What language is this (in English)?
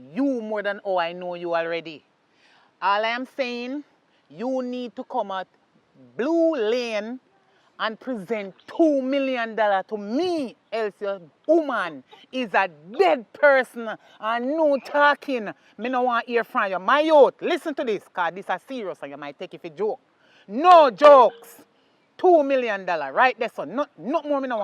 Jamaican Creole English